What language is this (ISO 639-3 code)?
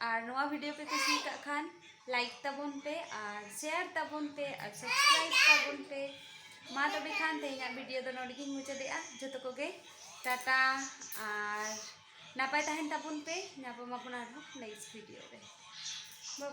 sat